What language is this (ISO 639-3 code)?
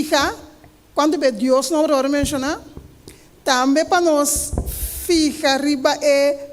pap